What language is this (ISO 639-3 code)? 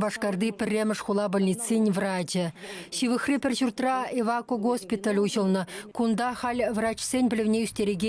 chv